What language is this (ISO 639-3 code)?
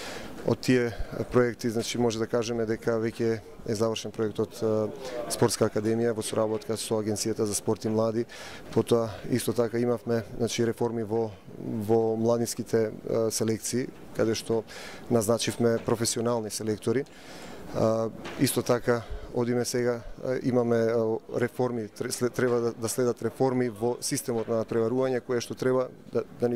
mkd